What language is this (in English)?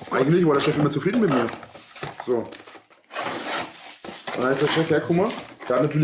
German